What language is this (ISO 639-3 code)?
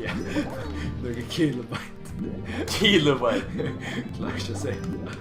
fao